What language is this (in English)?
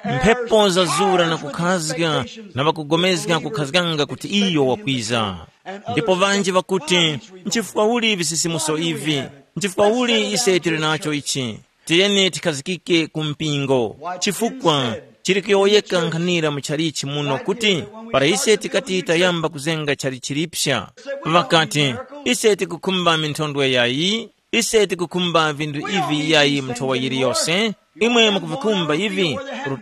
Tumbuka